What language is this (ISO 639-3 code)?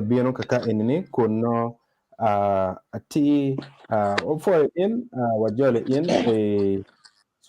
ach